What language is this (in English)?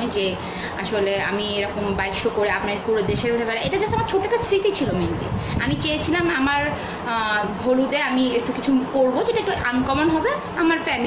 Bangla